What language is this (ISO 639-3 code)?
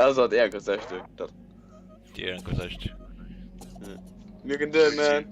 fao